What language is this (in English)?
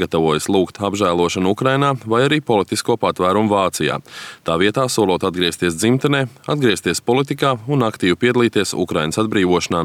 Latvian